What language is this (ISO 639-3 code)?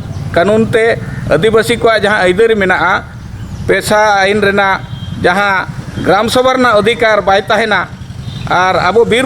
sat